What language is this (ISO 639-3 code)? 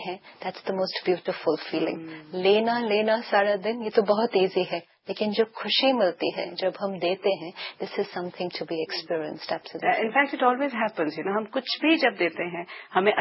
hin